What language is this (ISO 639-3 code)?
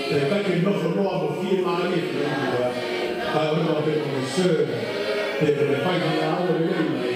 ton